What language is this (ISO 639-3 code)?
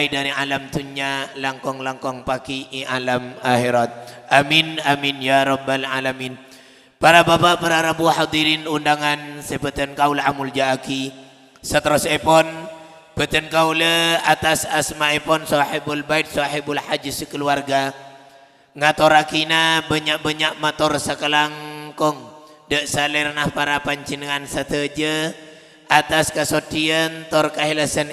mad